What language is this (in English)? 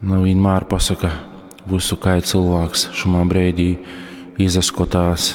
Latgalian